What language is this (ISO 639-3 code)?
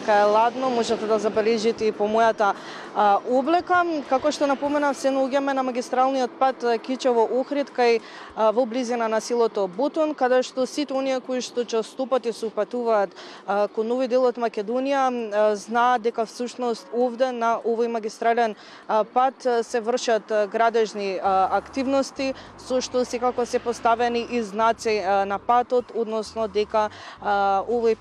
mkd